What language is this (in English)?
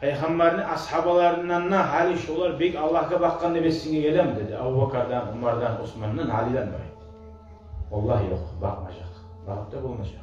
Kumyk